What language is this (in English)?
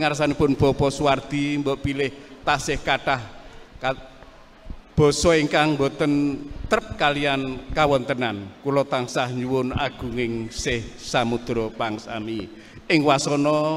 Javanese